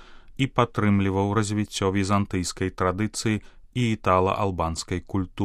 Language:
Belarusian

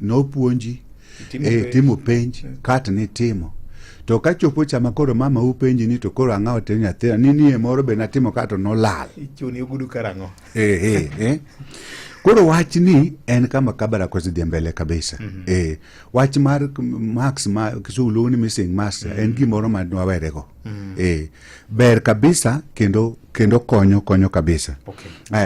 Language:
Luo (Kenya and Tanzania)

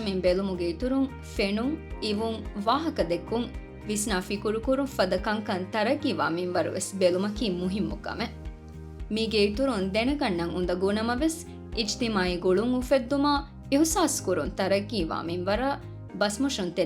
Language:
Divehi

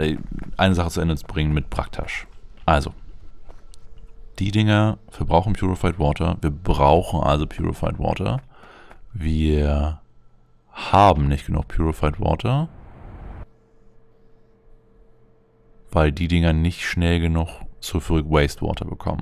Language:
German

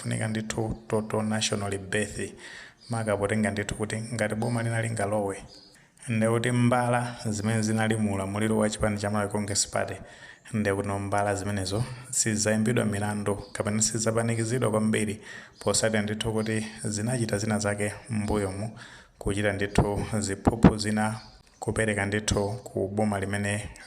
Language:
Nyanja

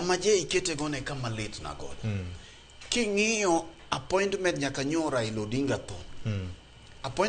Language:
Luo (Kenya and Tanzania)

